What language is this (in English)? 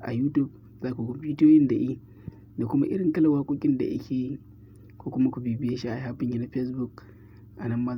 Hausa